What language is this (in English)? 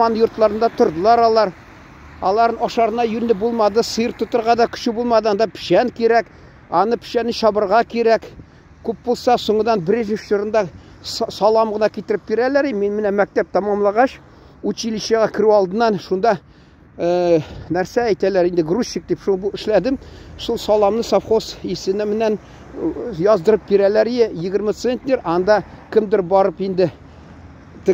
Tatar